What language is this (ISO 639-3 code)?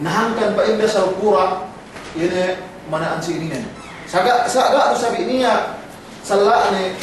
yka